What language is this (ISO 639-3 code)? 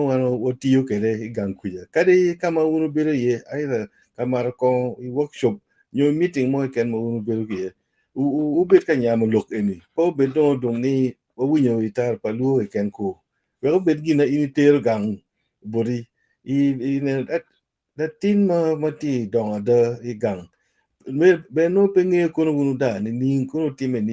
ach